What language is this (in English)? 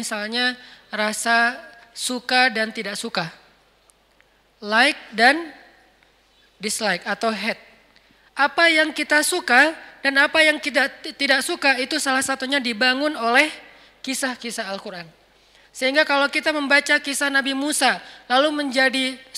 Indonesian